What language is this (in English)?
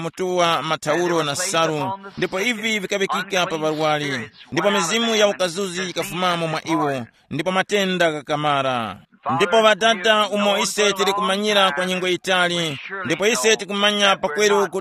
Tumbuka